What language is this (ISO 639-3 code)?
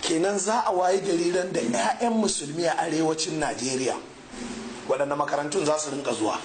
hau